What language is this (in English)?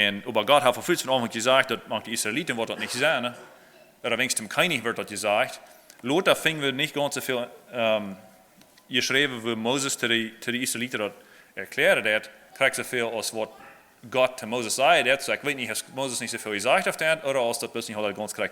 Plautdietsch